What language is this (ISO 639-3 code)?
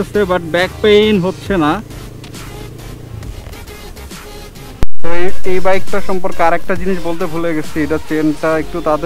ben